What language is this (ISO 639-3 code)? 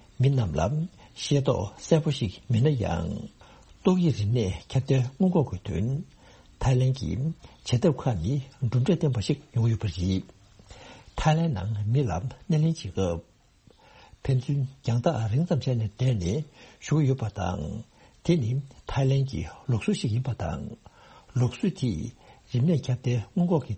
bod